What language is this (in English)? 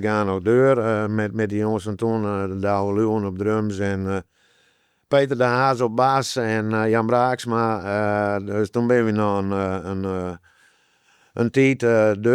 Western Frisian